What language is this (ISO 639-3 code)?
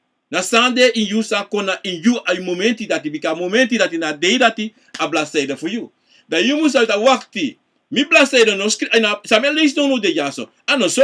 srn